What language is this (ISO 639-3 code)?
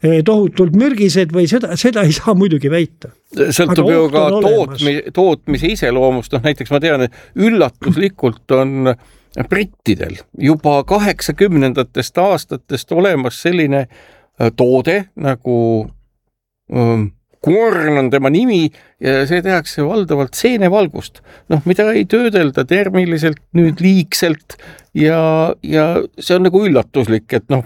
est